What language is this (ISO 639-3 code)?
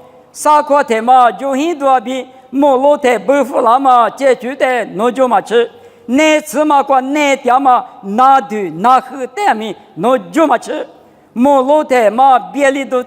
lis